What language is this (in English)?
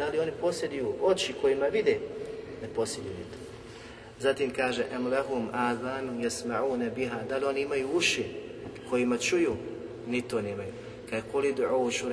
Bosnian